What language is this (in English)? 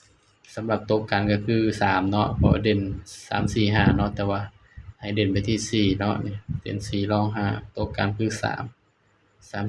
Northeastern Thai